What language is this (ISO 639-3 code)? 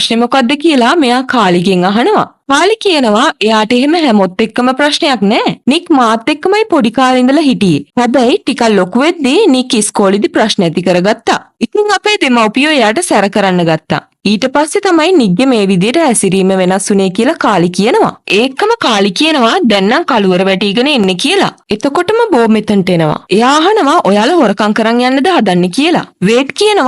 sin